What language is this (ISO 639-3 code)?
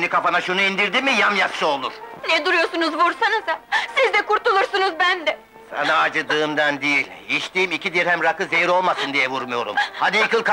tur